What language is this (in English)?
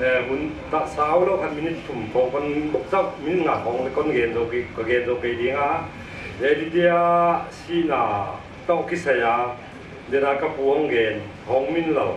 Paite Chin